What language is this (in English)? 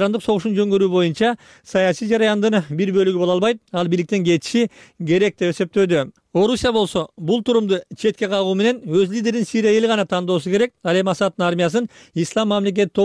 Kyrgyz